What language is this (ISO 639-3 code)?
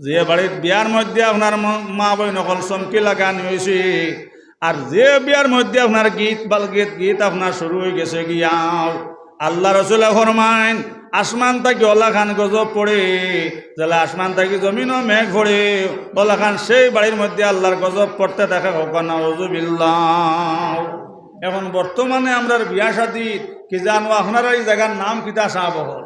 syl